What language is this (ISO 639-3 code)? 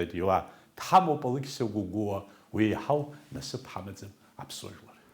abk